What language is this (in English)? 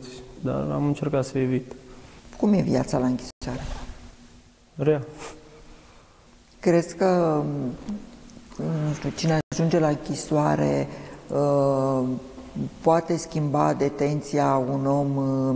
Romanian